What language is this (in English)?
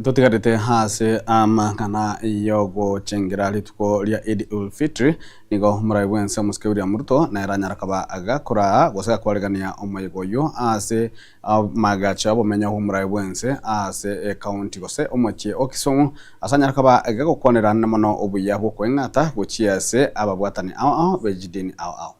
Gusii